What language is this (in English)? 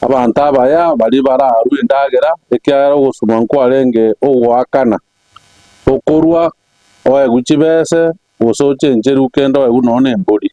Gusii